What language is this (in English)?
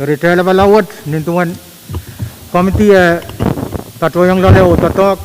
Pohnpeian